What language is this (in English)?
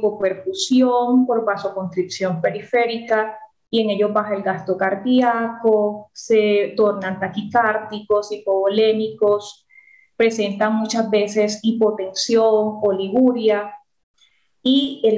Spanish